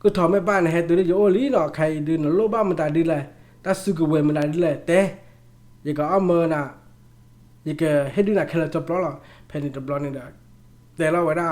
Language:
S'gaw Karen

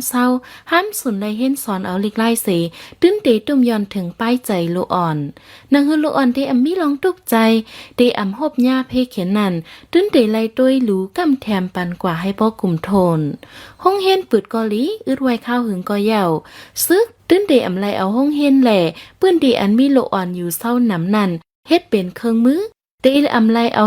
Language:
Shan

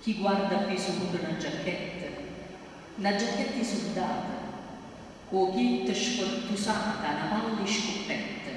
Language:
Neapolitan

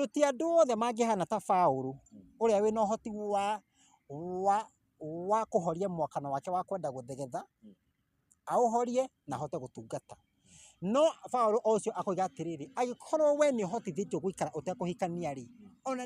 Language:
Kikuyu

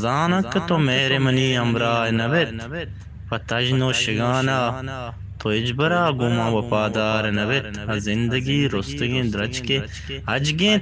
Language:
Eastern Balochi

